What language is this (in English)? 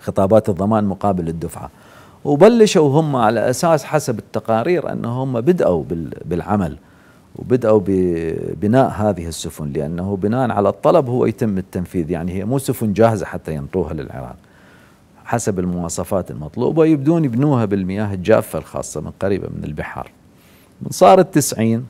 Mesopotamian Arabic